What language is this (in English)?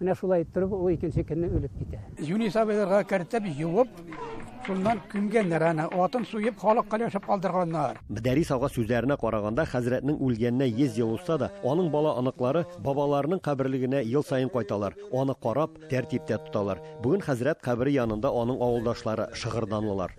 Tatar